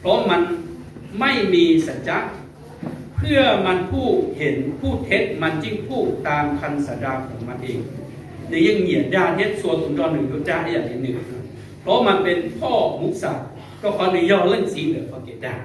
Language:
Hmong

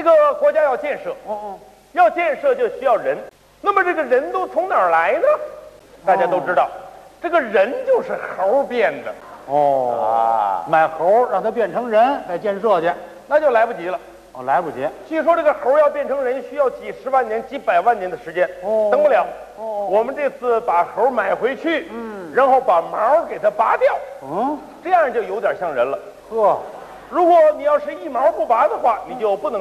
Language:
Chinese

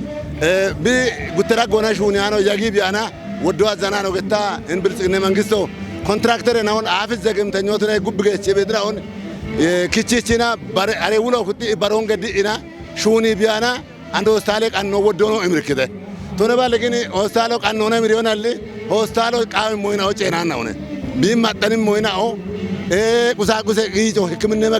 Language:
Kafa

